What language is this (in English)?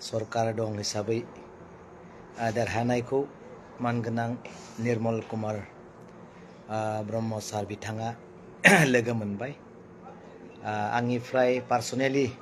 Bodo